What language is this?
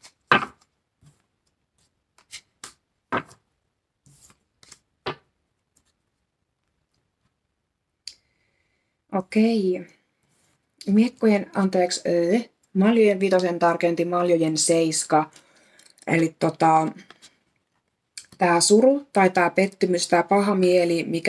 Finnish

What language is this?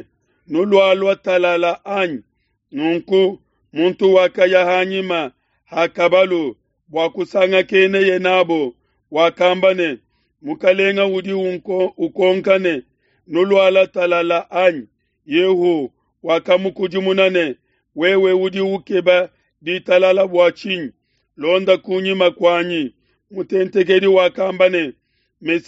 Luba-Lulua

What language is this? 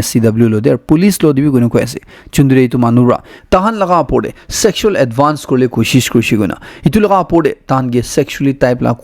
Naga Pidgin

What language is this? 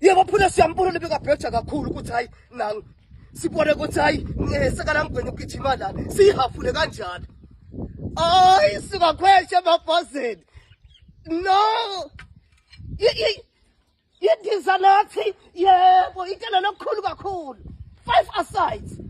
Swati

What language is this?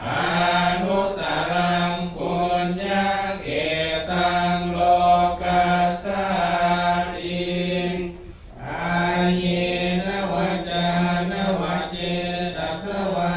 Pali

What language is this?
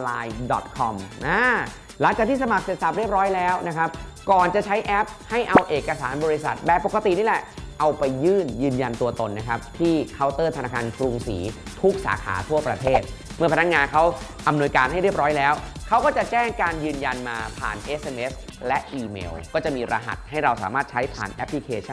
Thai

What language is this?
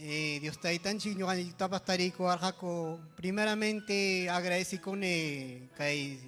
Ayacucho Quechua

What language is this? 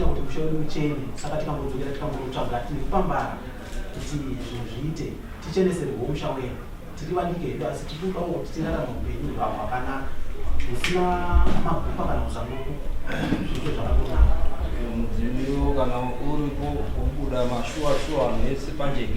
Shona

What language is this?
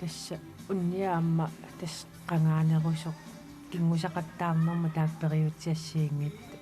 Kalaallisut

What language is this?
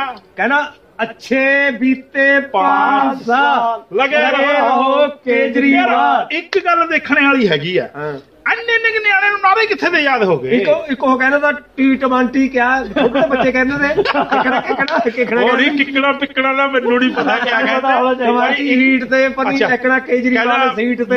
Punjabi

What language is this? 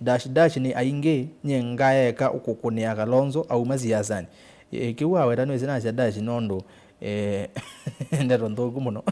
Kamba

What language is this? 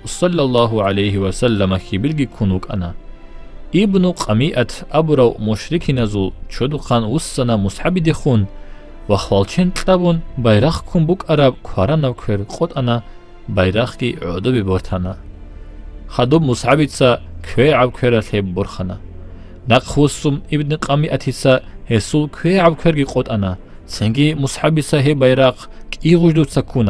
Avaric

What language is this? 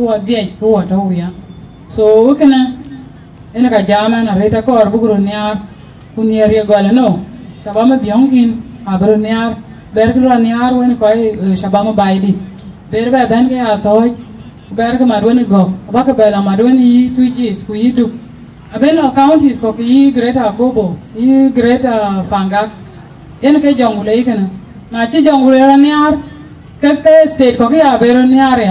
Dinka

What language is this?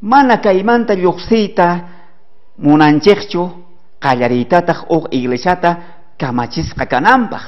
South Bolivian Quechua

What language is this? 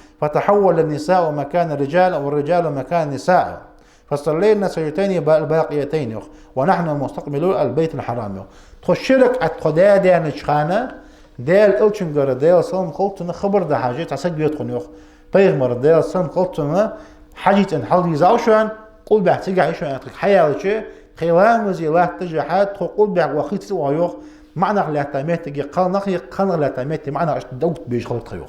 Ingush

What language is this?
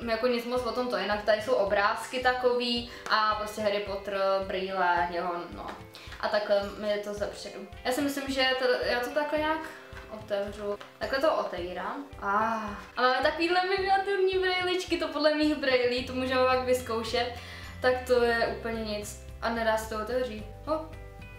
Czech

